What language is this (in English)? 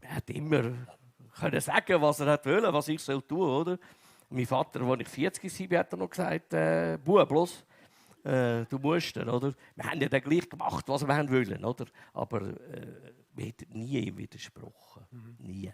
Swiss German